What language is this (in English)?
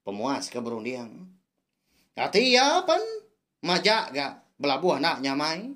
Iban